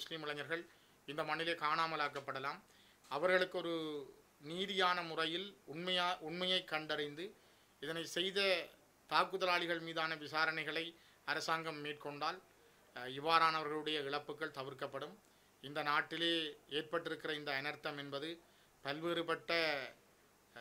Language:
Tamil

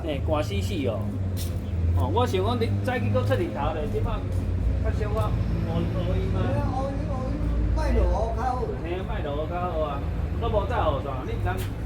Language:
Min Nan Chinese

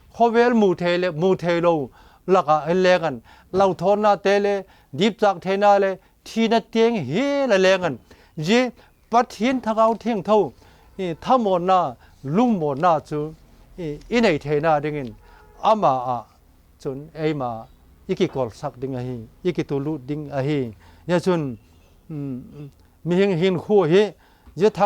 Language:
Vaiphei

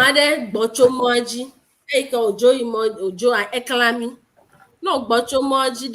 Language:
Ewe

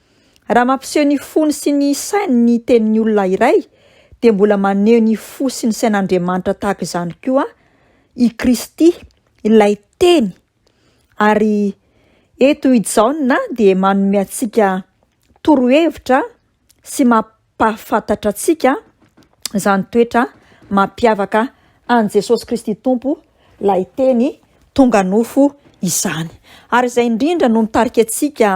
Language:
Malagasy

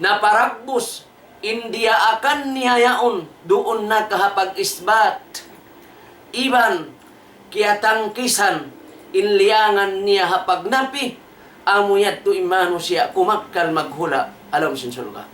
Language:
Tausug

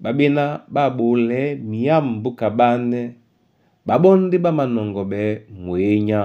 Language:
Duala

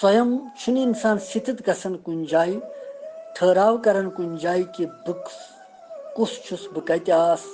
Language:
Kashmiri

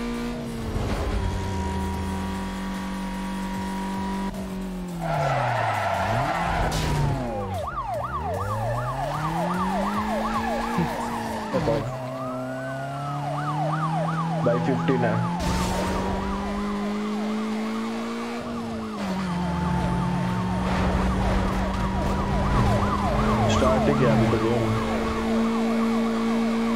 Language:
Hindi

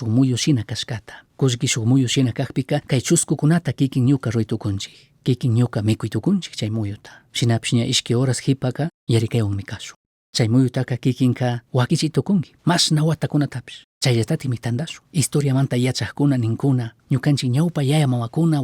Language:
Chimborazo Highland Quichua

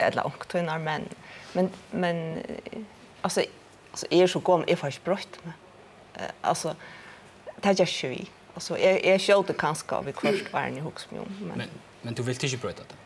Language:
Faroese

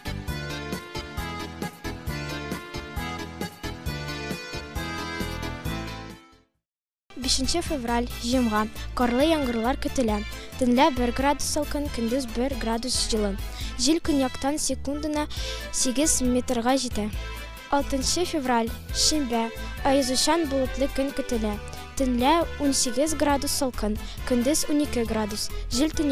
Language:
Tatar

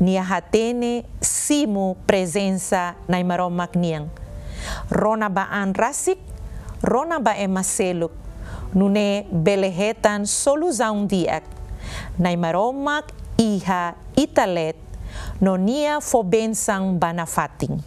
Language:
Tetum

